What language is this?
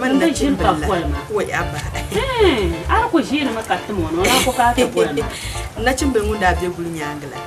Dagbani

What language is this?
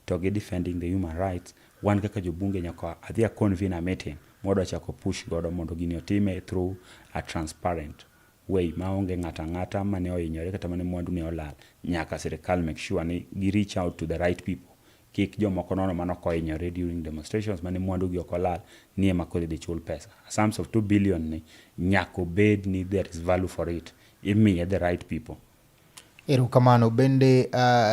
Luo (Kenya and Tanzania)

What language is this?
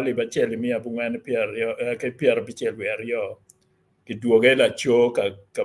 Acoli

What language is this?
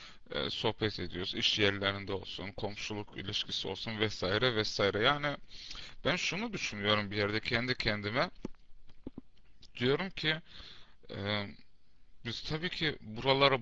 Turkish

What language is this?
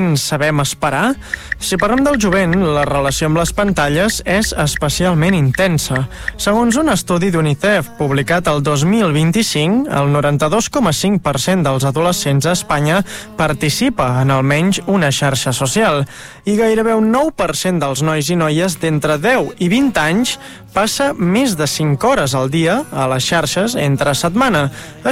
Catalan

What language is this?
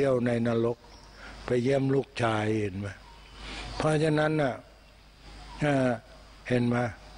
Thai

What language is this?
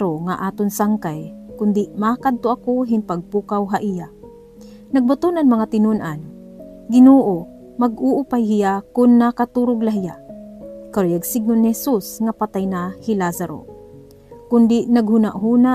Waray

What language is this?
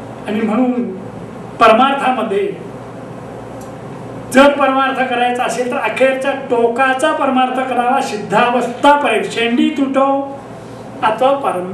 Marathi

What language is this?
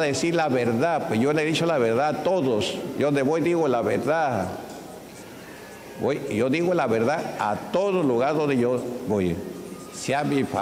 Spanish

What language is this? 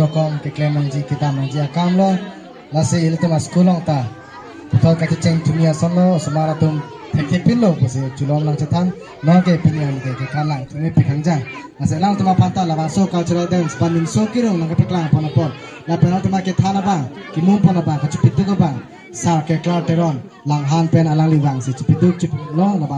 Karbi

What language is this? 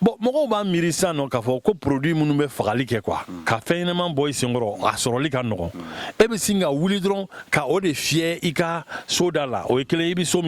Bambara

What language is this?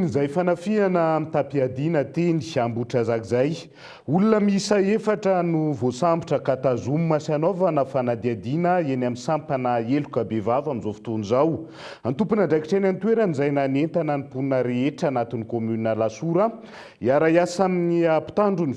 Malagasy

